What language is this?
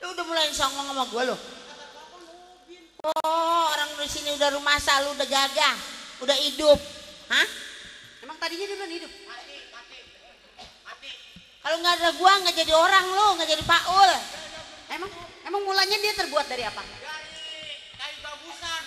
Betawi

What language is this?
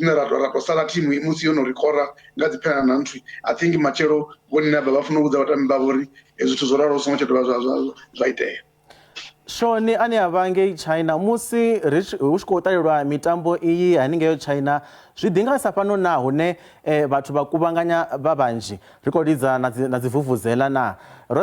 Venda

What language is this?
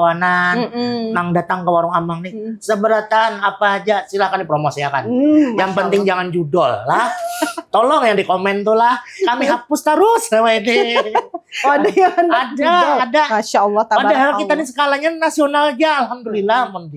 Banjar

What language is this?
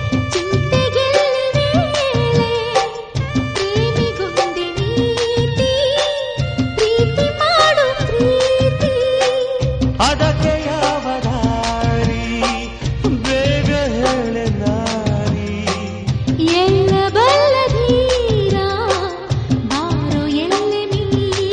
Kannada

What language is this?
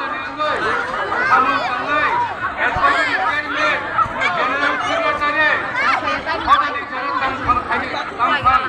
Kok Borok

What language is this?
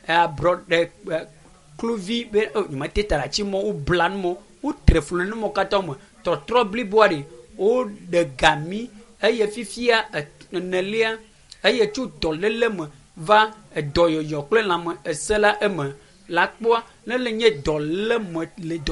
Ewe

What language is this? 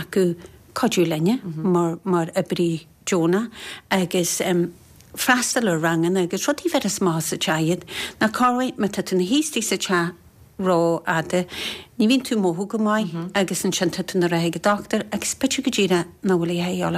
Irish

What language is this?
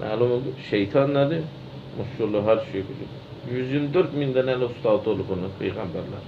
Azerbaijani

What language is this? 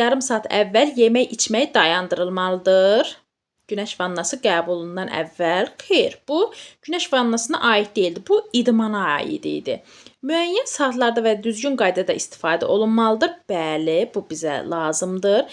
Azerbaijani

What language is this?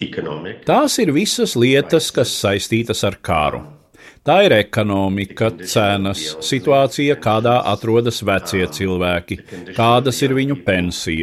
Latvian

